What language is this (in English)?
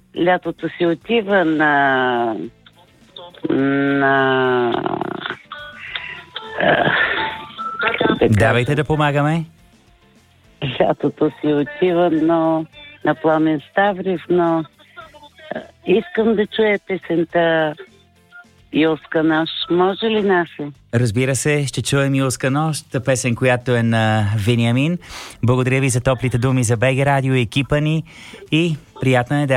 Bulgarian